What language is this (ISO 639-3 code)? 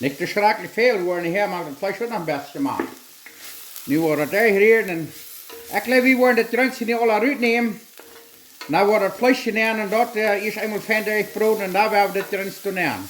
pdt